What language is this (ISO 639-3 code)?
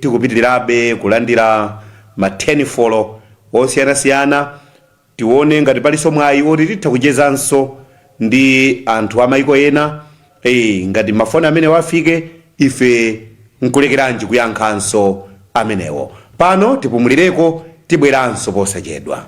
nya